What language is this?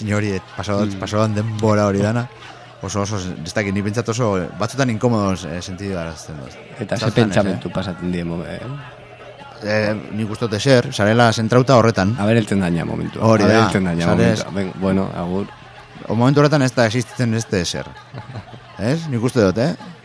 Basque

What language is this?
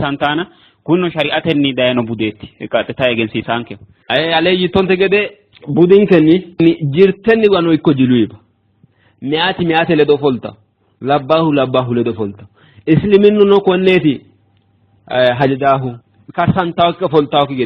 Sidamo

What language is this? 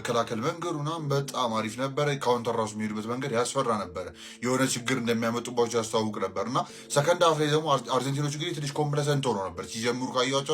Amharic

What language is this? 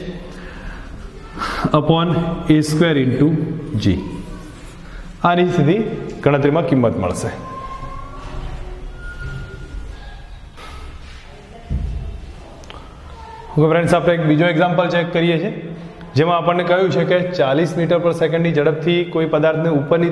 Gujarati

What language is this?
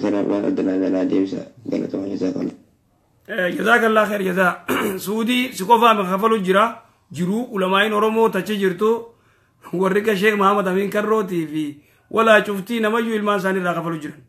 Oromo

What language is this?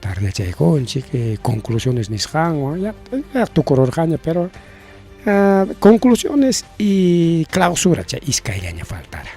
Ayacucho Quechua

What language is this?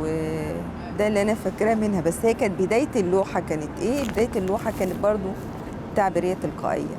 Egyptian Arabic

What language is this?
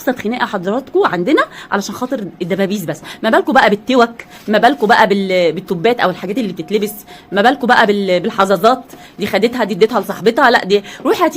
Egyptian Arabic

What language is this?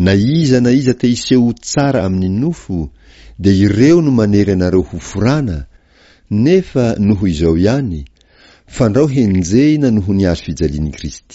Malagasy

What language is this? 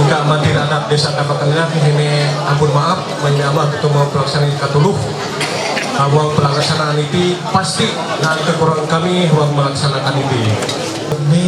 Ma'anyan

